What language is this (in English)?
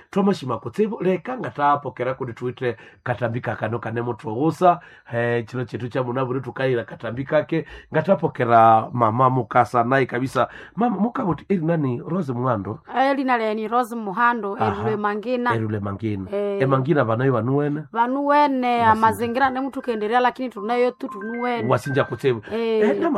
Nande